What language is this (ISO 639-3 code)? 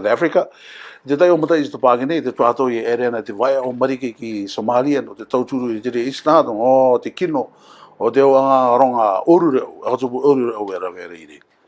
rar